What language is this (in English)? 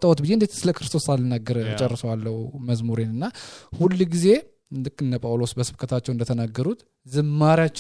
Amharic